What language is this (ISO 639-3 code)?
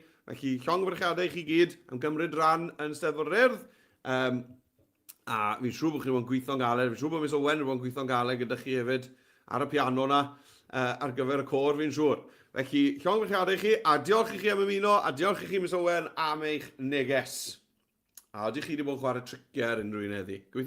cym